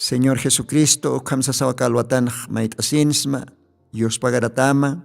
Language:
Aymara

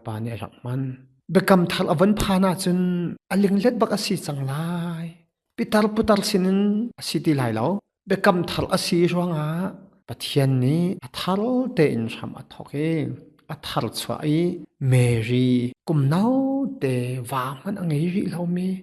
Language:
Hakha Chin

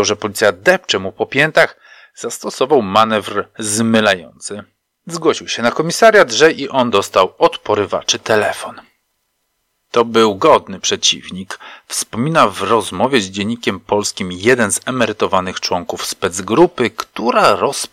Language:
Polish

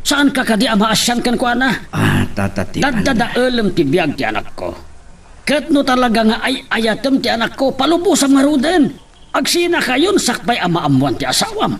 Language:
Iloko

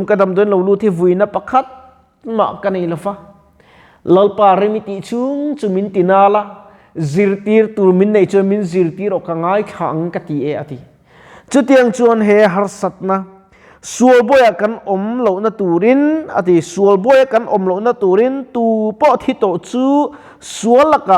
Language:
Mizo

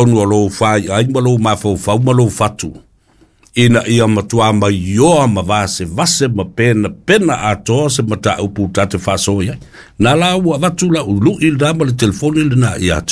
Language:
Samoan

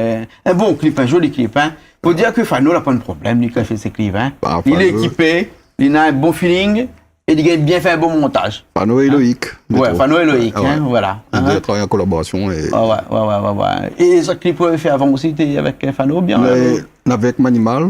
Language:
Réunion Creole French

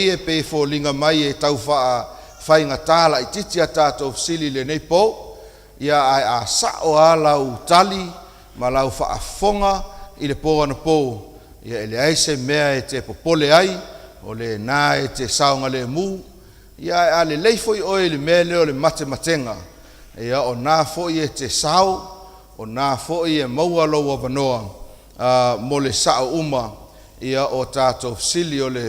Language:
Samoan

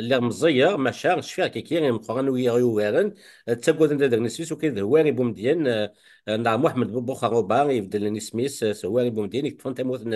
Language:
Kabyle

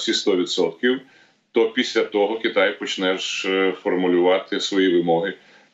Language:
Ukrainian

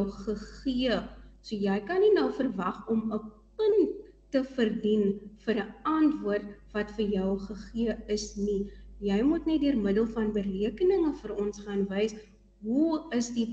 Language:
Afrikaans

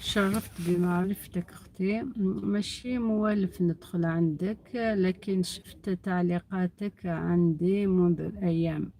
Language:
Algerian Arabic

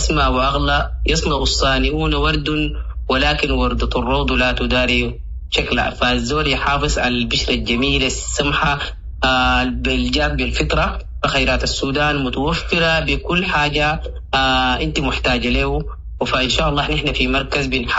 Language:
Sudanese Arabic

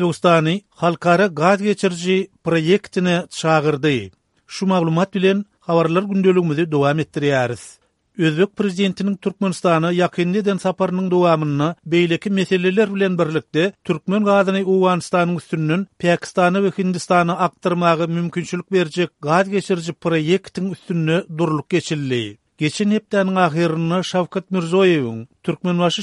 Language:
Turkmen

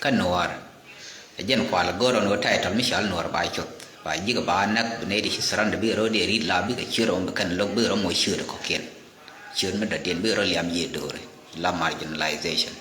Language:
Nuer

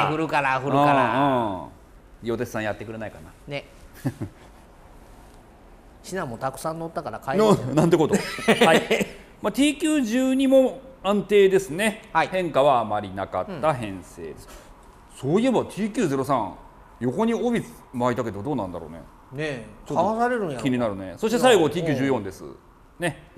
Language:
Japanese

